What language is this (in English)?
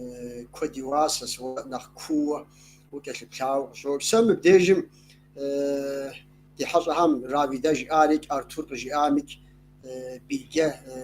Kabardian